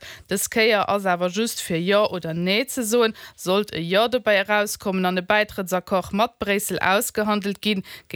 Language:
Luxembourgish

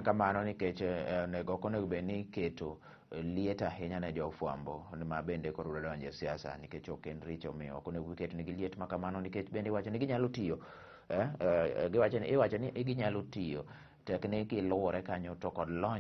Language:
Luo (Kenya and Tanzania)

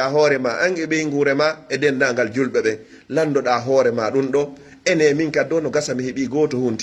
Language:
Pular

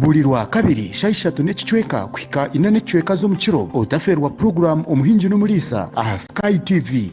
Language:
Nyankole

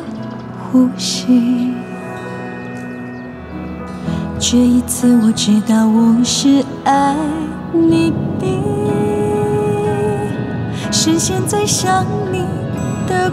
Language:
Chinese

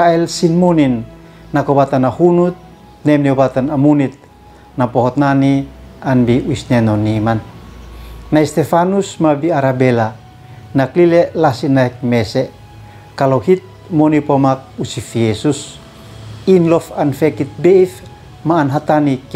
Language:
Uab Meto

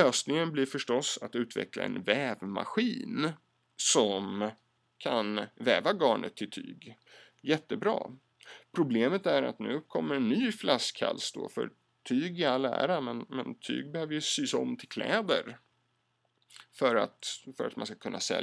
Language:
Swedish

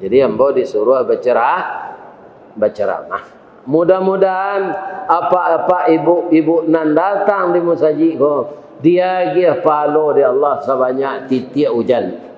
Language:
Minangkabau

